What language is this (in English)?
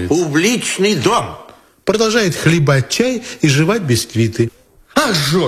Russian